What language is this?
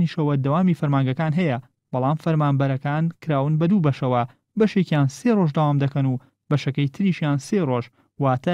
Central Kurdish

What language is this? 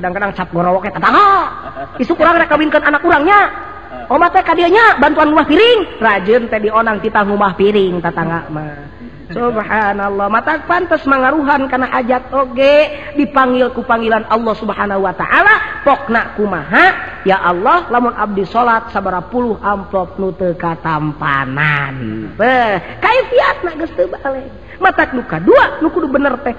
Sundanese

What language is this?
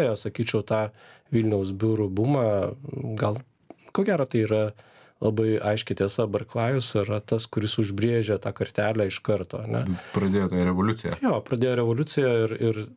Lithuanian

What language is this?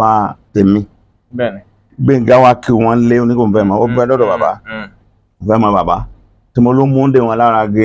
Yoruba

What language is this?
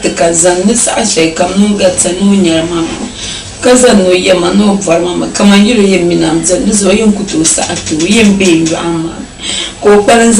Dagbani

